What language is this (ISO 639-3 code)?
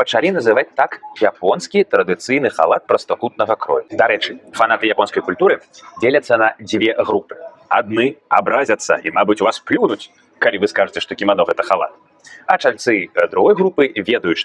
bel